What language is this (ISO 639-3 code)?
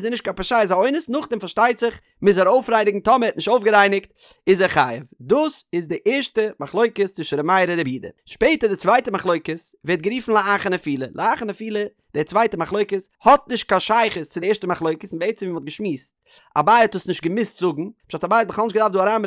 yid